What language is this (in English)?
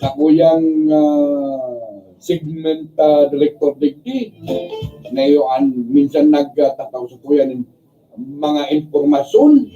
Bikol